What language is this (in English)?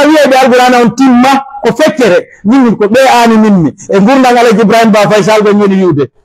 Pular